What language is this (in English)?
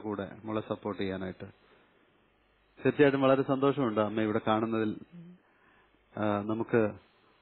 Malayalam